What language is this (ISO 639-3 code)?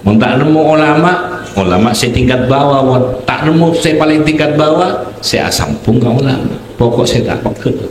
mad